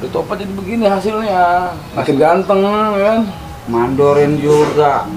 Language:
Betawi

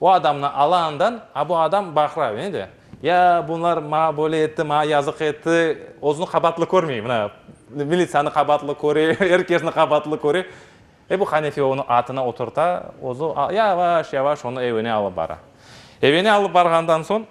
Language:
Crimean Tatar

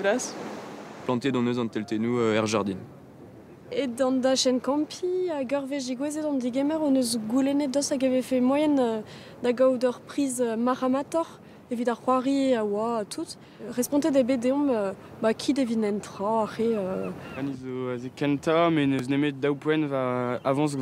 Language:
Breton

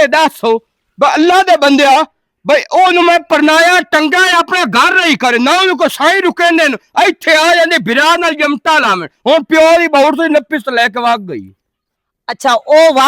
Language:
Western Panjabi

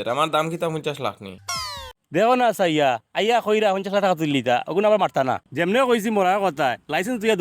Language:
Sylheti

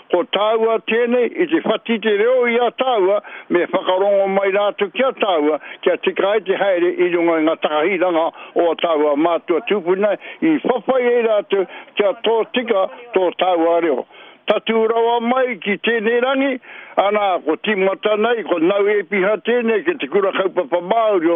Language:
Māori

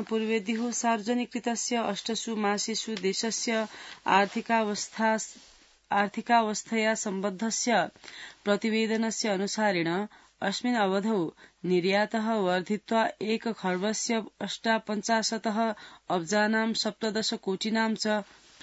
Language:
Sanskrit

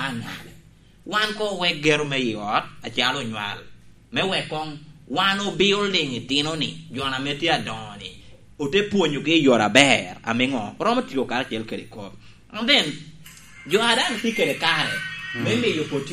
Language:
Lango (Uganda)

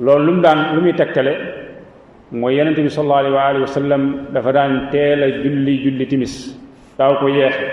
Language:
Wolof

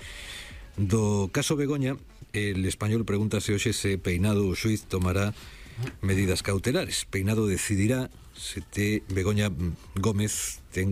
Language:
Galician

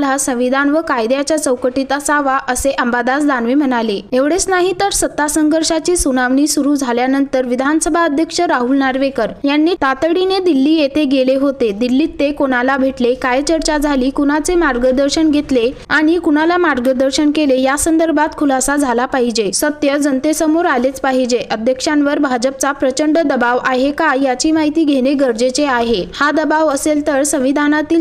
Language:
Marathi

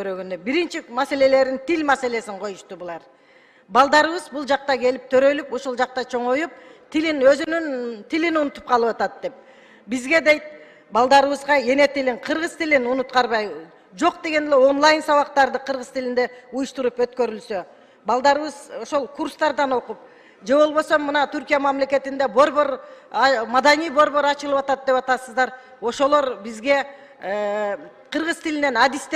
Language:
Kyrgyz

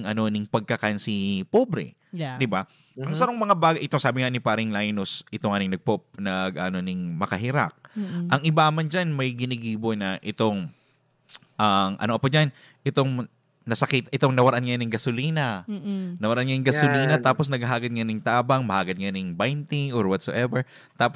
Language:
Bikol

